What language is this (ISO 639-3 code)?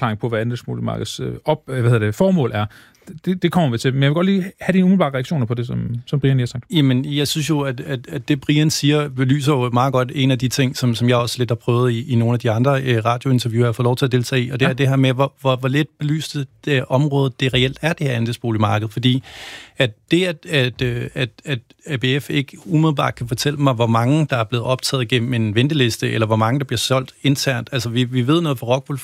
dan